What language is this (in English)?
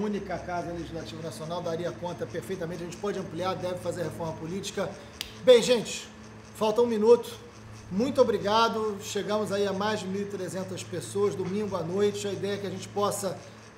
Portuguese